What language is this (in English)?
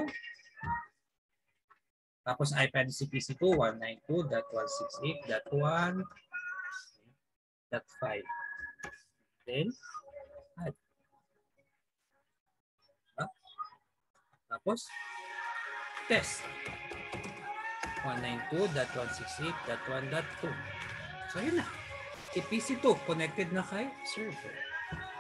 Filipino